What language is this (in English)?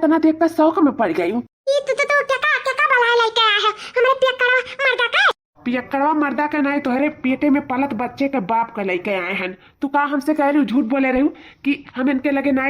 Awadhi